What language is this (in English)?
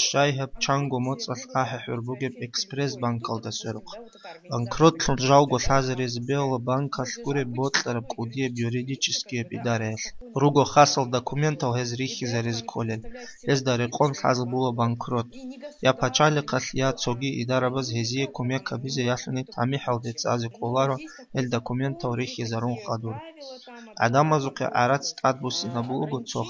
Avaric